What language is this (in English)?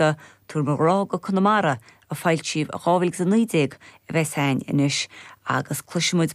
Irish